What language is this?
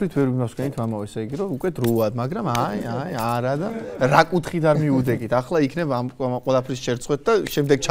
Georgian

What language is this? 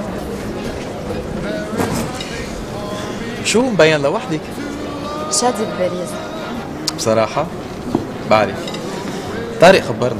North Levantine Arabic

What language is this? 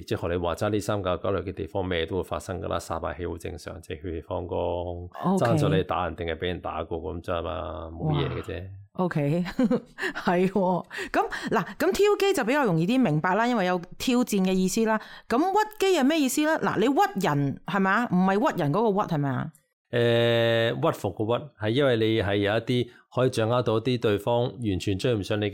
Cantonese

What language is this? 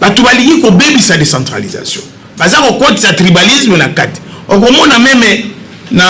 Lingala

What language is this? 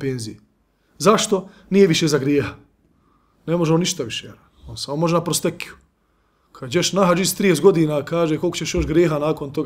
Bosnian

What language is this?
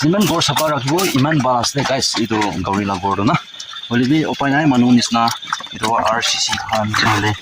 Naga Pidgin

